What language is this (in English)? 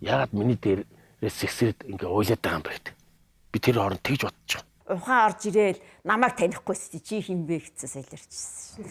Mongolian